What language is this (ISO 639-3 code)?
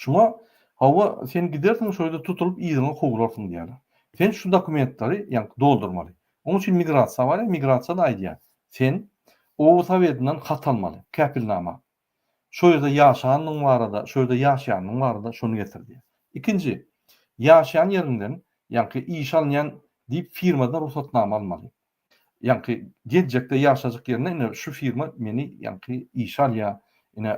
tuk